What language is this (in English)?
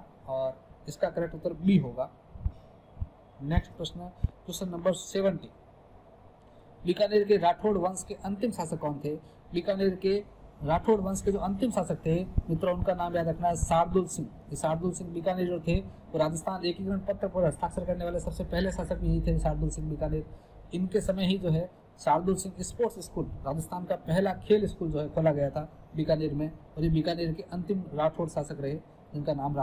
Hindi